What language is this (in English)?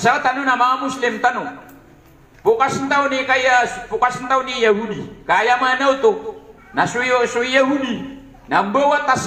Maranao